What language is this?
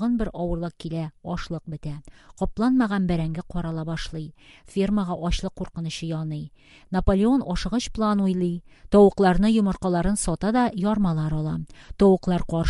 Tatar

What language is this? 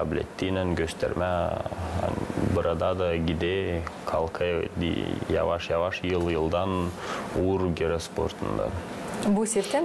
Gagauz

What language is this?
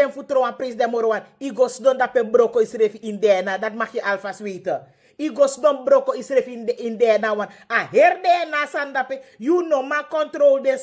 Sranan Tongo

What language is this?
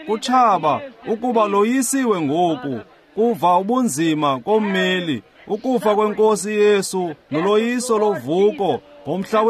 Xhosa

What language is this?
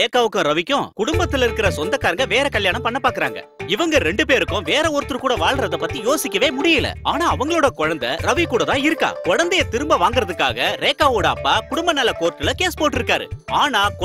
Tamil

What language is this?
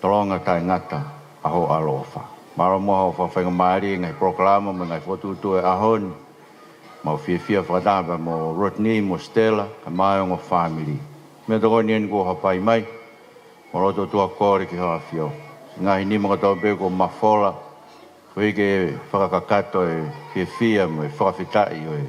Tongan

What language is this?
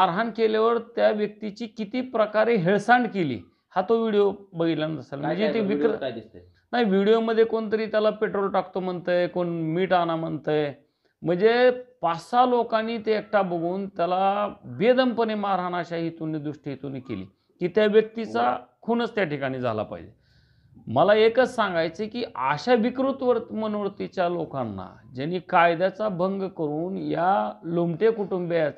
Marathi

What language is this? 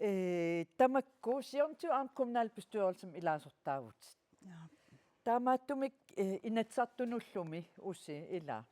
Kalaallisut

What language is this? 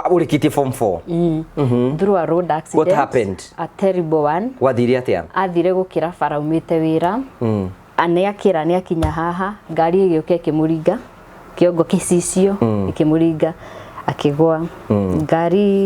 Kikuyu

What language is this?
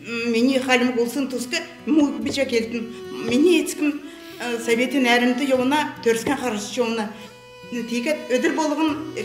Kalmyk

